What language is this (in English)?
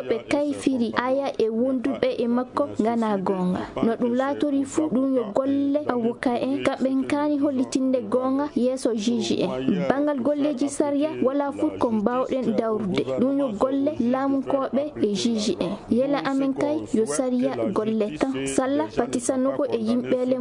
Fula